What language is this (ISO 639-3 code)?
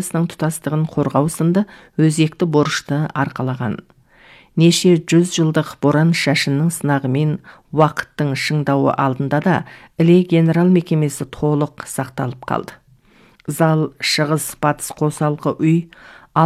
kaz